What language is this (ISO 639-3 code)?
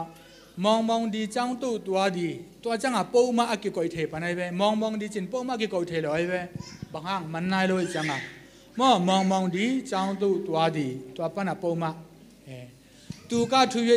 ctd